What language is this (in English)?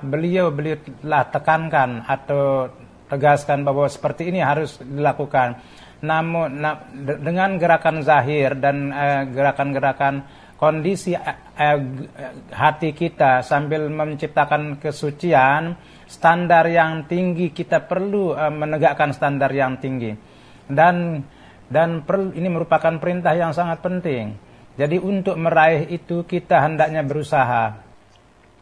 Indonesian